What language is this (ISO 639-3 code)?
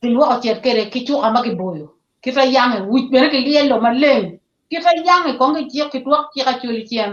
ach